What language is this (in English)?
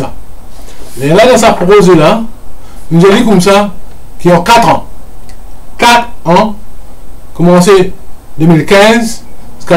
Morisyen